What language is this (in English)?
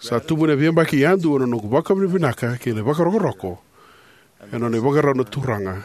Fijian